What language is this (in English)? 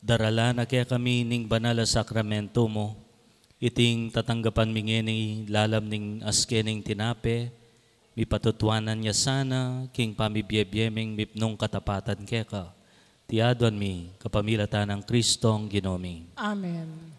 Pampanga